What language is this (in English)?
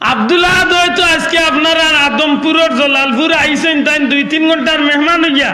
Sylheti